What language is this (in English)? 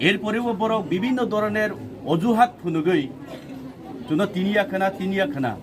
Kok Borok